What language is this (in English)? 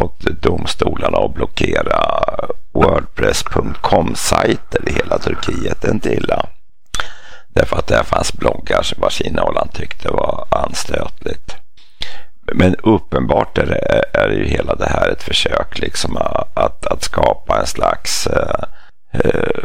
Swedish